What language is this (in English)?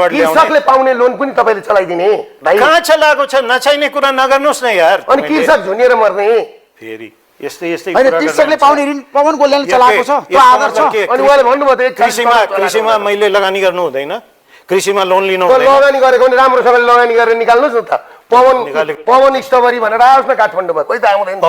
Nepali